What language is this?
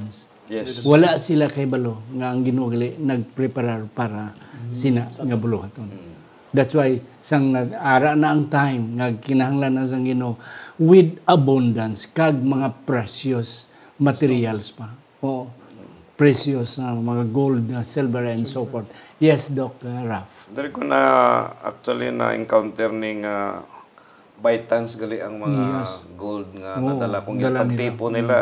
Hiligaynon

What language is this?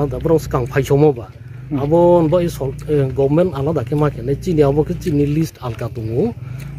Riang (India)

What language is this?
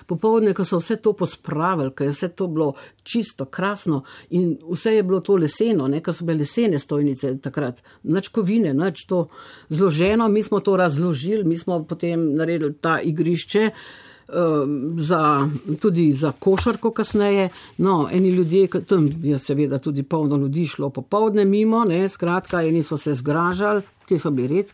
Slovenian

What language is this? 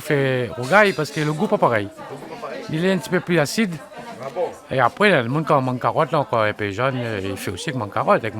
Réunion Creole French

